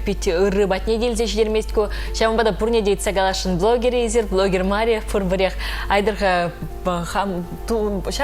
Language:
Chuvash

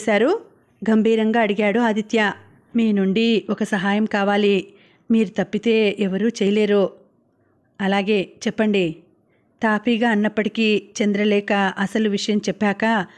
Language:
Telugu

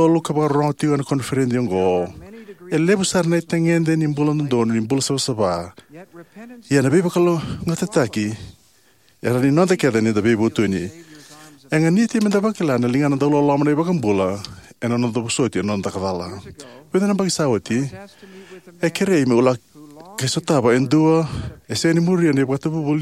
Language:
Fijian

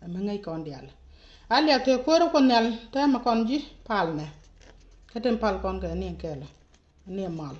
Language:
Nuer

